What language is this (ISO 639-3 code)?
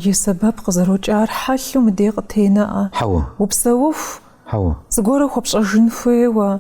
kbd